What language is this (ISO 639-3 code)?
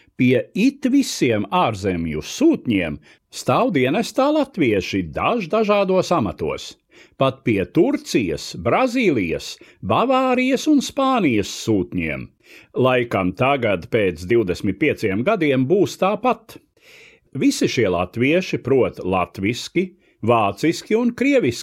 lav